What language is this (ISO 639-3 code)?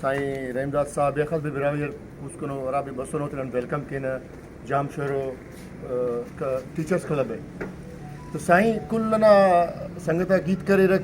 brh